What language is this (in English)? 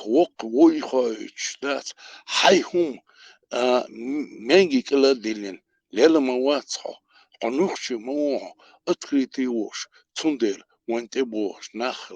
Chechen